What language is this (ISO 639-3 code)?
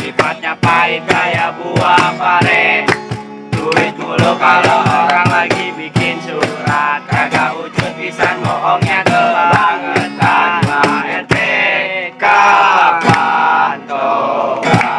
bew